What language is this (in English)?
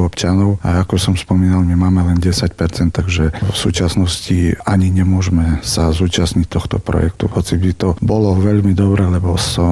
Slovak